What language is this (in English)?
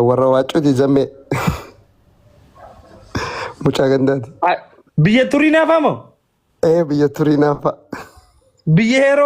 Oromo